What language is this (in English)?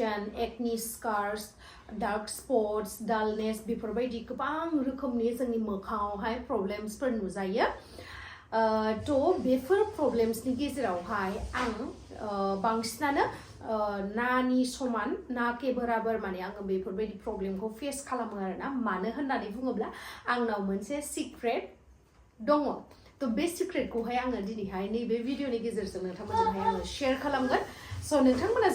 Bodo